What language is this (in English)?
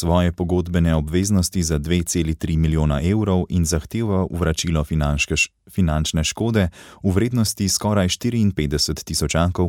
Slovenian